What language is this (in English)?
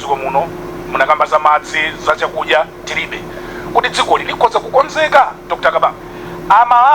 Nyanja